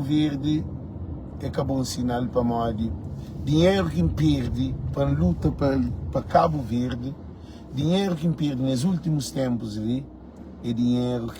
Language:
Kabuverdianu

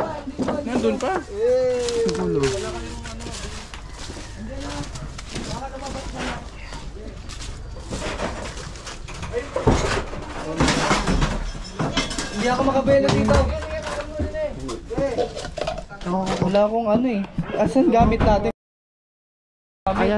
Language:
Filipino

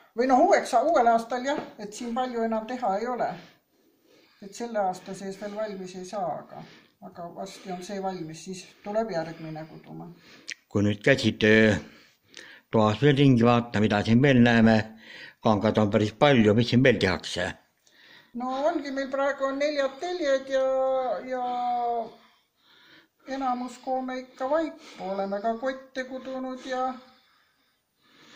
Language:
Estonian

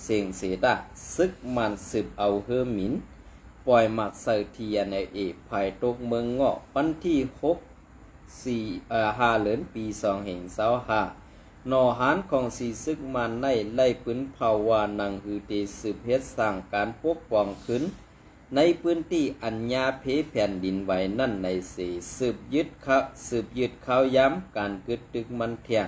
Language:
Shan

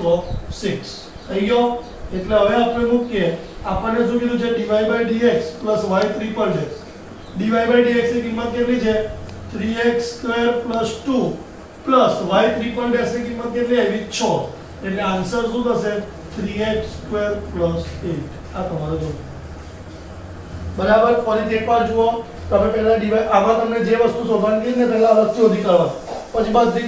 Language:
Gujarati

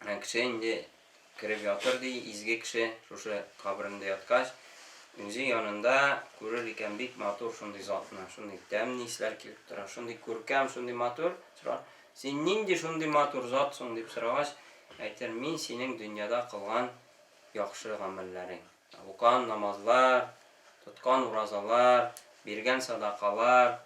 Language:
Tatar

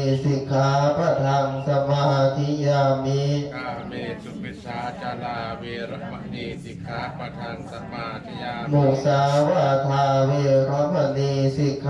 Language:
Pali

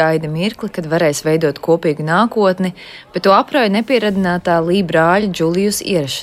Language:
Latvian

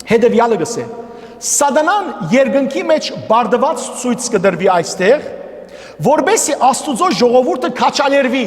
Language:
Western Armenian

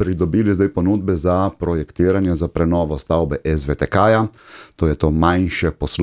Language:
Slovenian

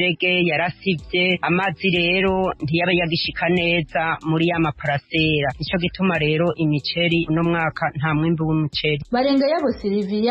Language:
Rundi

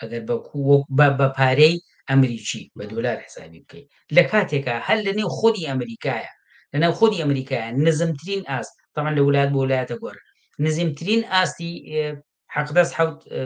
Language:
Central Kurdish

